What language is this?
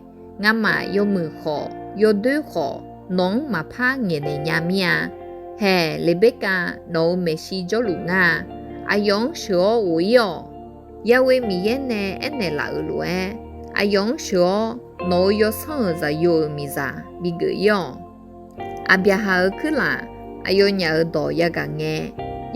Akha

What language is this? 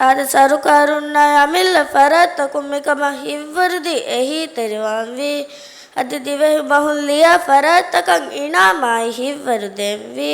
Divehi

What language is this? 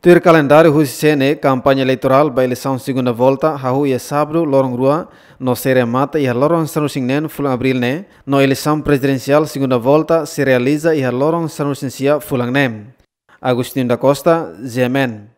Tetum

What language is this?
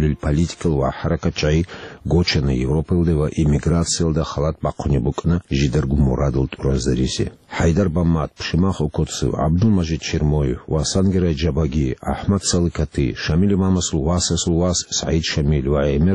Avaric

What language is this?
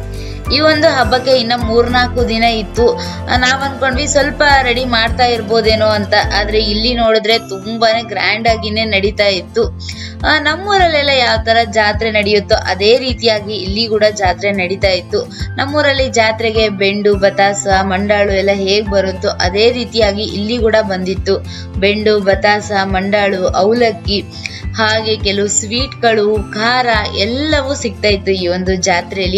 Kannada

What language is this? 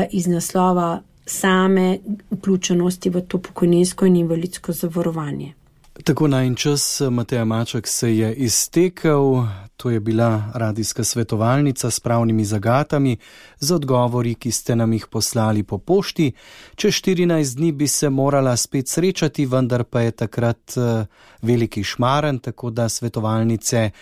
Slovenian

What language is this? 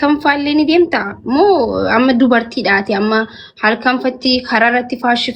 Oromo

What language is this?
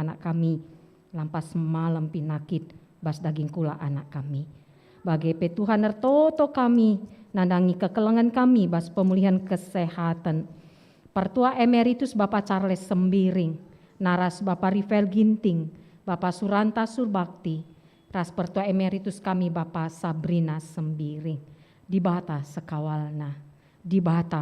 Batak Karo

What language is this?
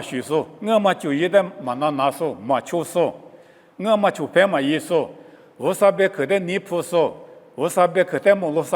Lisu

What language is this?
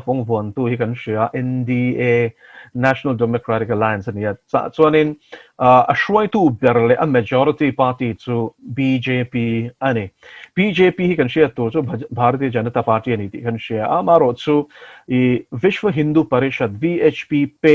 Mizo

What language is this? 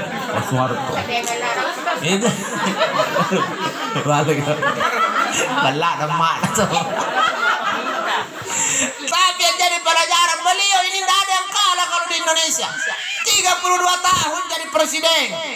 Indonesian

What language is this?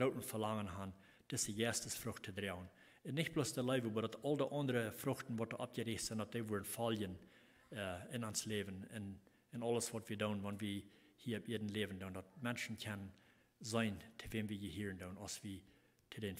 Plautdietsch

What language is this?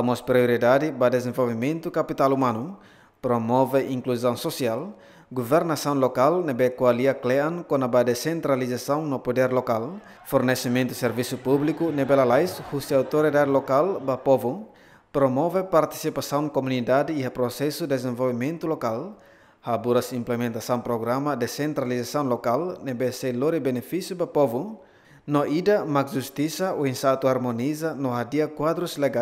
Tetum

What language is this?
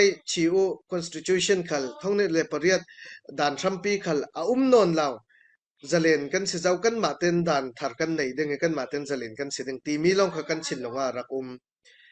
Falam Chin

